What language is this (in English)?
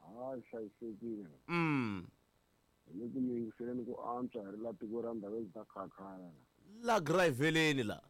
Tsonga